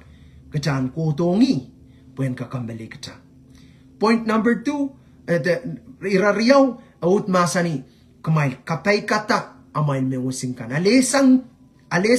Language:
Pohnpeian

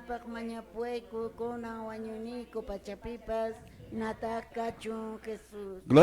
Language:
Quechua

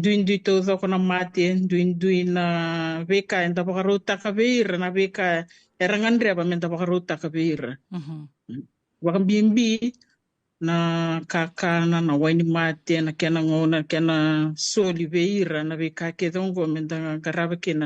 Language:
Fijian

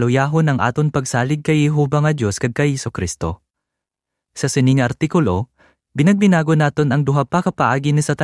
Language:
Hiligaynon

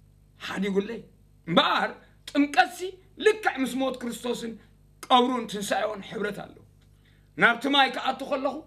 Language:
Tigrinya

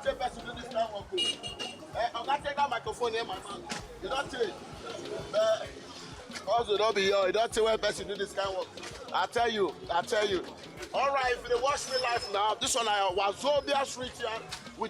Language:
Nigerian Pidgin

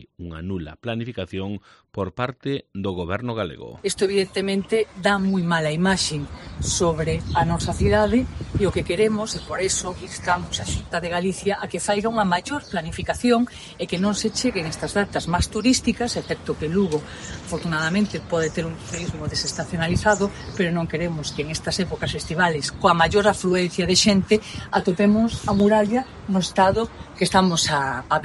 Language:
Galician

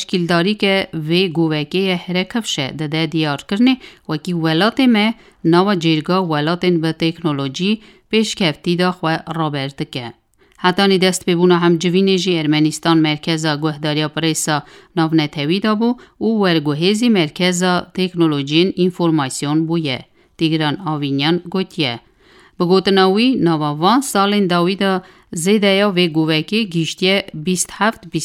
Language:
Kurdish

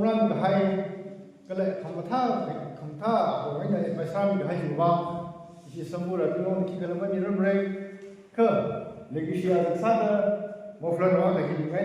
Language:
Tangkhul Naga (India)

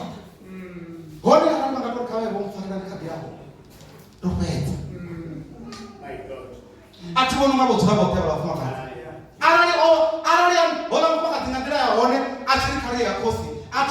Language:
Venda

